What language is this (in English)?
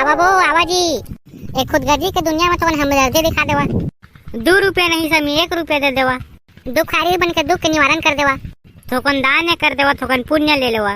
Chhattisgarhi